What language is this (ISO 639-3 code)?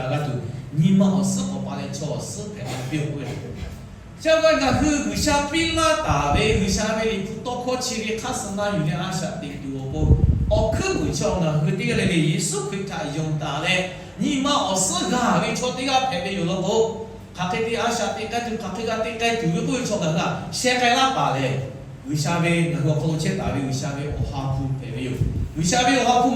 lhu